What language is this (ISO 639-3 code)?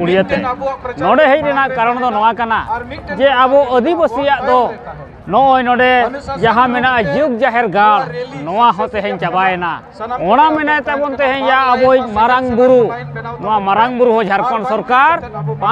sat